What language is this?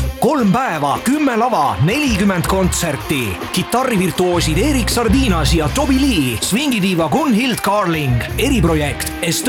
Estonian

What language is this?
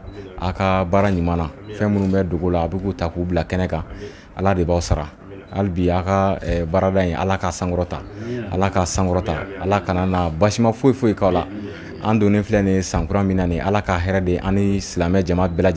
Bambara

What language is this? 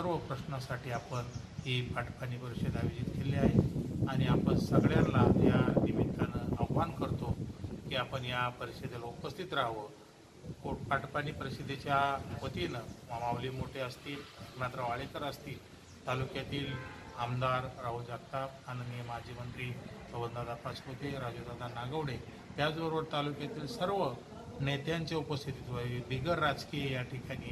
Marathi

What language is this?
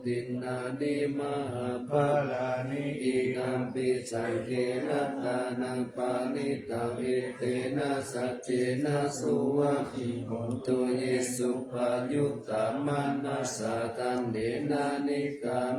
Pali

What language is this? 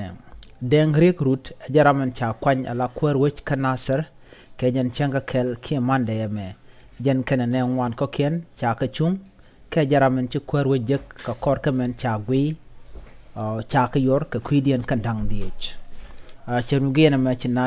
Nuer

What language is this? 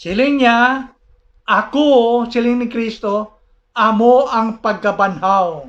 Hiligaynon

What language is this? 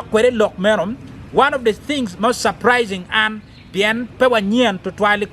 Acoli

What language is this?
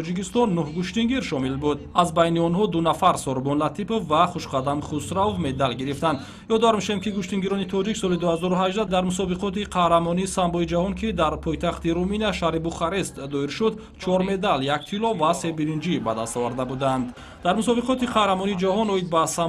Tajik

